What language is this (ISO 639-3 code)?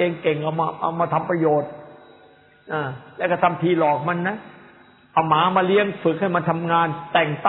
tha